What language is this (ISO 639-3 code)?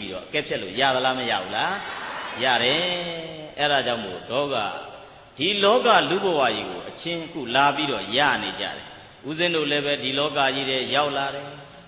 mya